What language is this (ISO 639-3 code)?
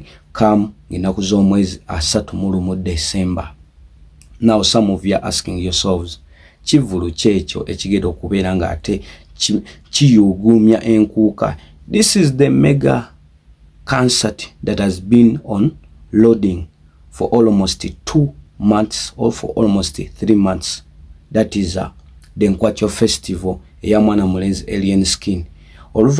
lug